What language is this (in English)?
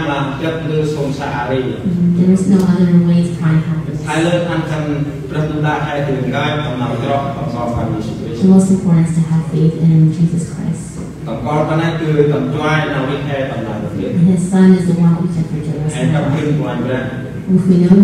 Central Mnong